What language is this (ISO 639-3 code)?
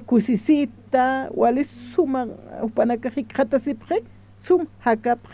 aym